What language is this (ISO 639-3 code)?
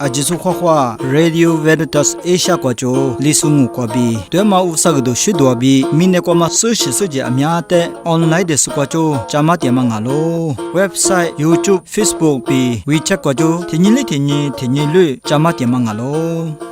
lis